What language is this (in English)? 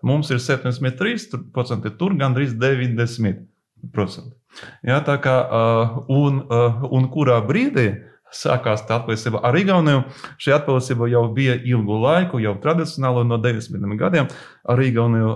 Latvian